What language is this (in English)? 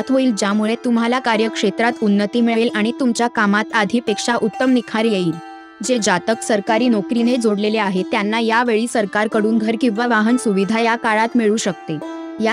Marathi